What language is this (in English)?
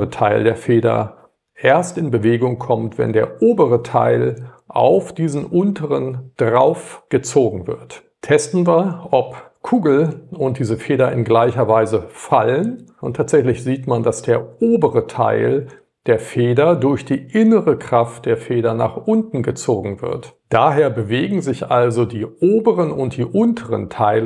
German